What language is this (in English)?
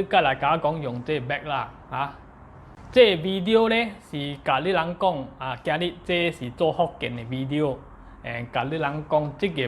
Min Nan Chinese